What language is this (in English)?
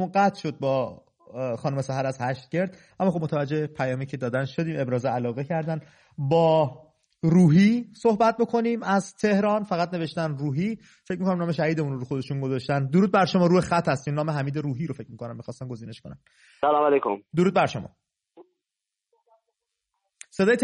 Persian